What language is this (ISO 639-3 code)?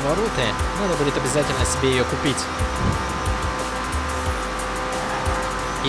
rus